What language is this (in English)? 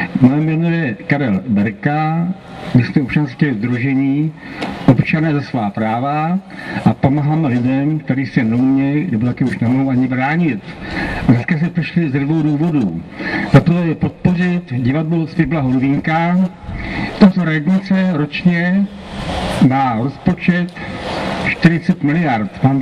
Czech